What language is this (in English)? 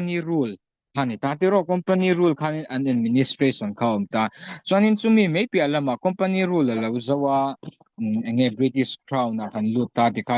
Mizo